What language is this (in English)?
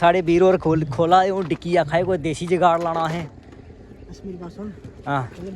Dogri